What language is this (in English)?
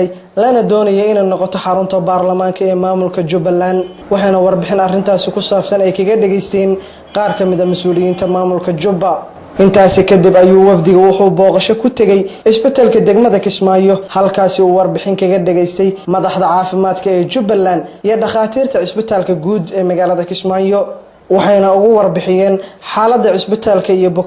Somali